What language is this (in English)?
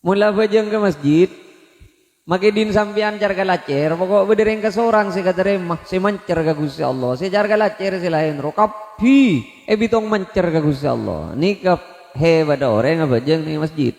Madurese